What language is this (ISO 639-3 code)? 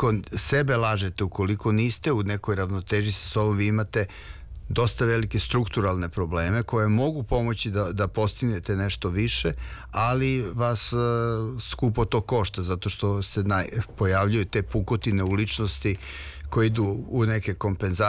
srp